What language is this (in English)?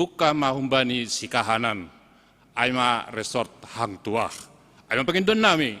Batak Simalungun